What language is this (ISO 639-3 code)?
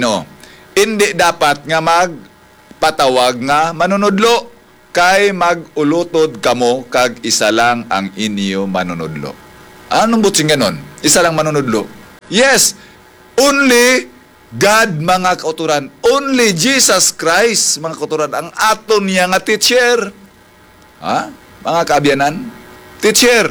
hil